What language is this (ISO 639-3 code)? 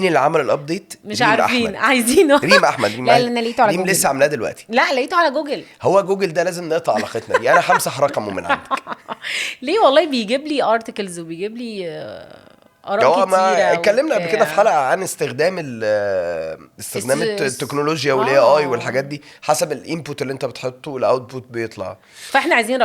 arz